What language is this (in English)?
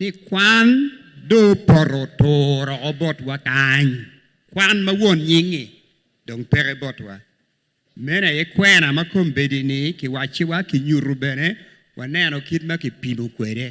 Acoli